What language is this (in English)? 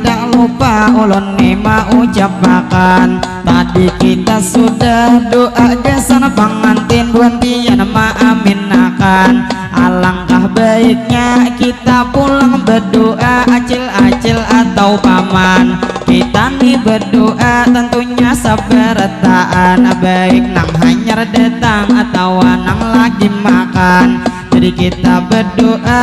Banjar